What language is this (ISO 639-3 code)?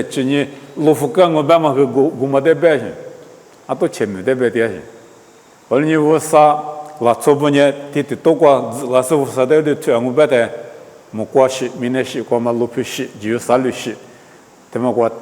lis